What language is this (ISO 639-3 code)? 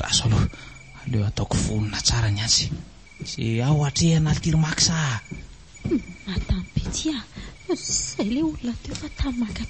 mlg